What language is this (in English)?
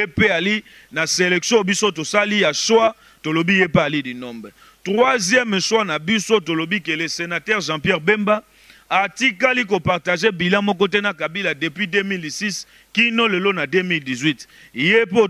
Lingala